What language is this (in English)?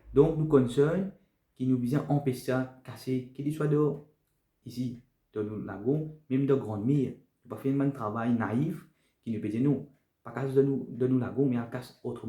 Morisyen